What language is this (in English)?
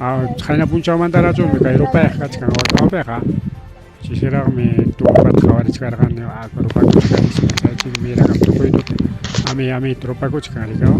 Ayacucho Quechua